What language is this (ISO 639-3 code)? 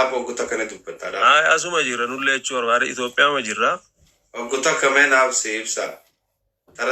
orm